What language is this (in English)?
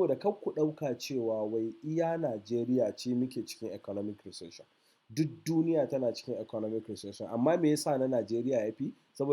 Hausa